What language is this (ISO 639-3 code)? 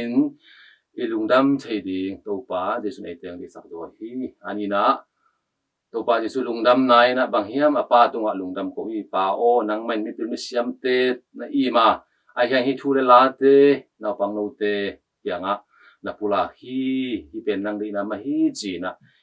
ctd